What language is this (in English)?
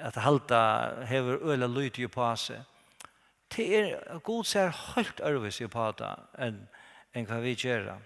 Faroese